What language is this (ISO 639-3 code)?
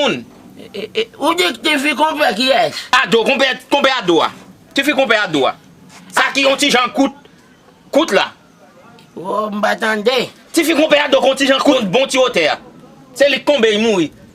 hat